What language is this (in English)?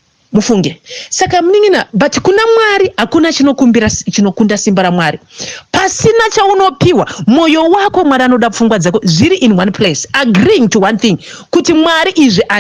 Shona